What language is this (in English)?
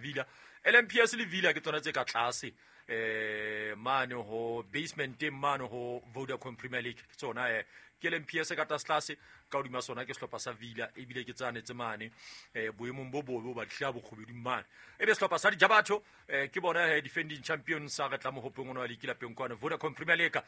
Southern Sotho